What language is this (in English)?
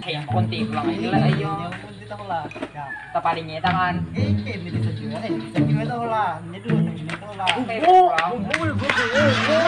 Banjar